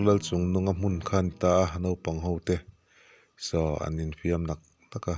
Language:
Mizo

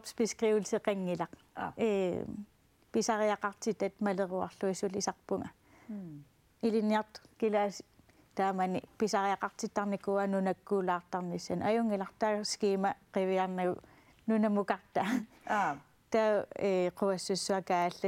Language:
Kalaallisut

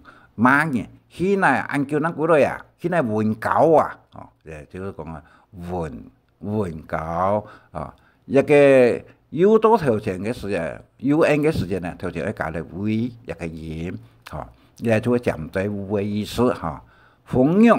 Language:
Hakka Chinese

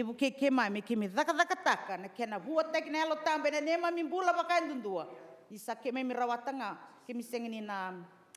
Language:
Fijian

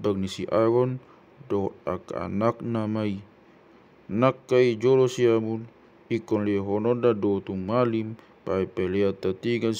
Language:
Batak Toba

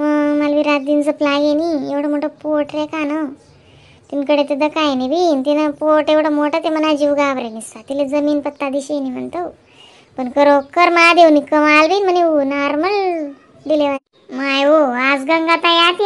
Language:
Khandesi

